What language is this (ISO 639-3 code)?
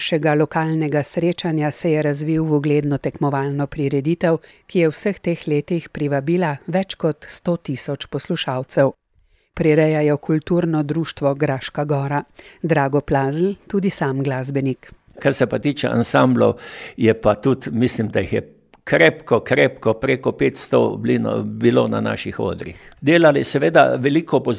slv